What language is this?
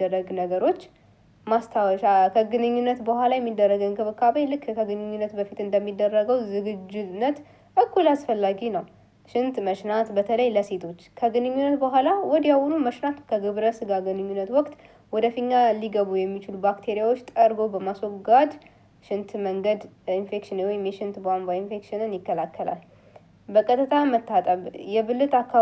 Amharic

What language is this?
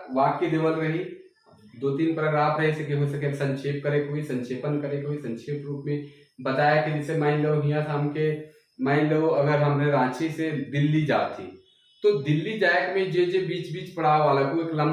Sadri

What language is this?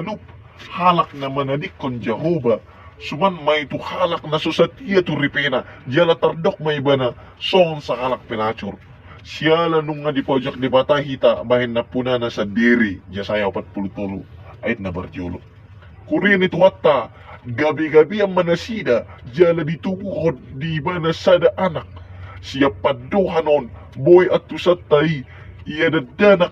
Batak Toba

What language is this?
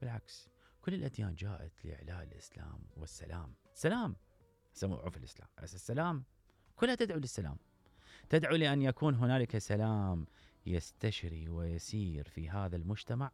Mesopotamian Arabic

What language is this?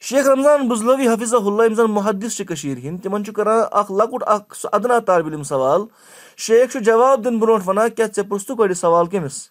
Kashmiri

